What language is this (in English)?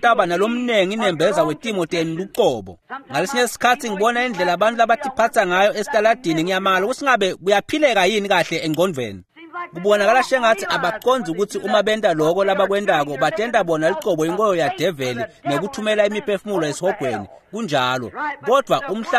Swati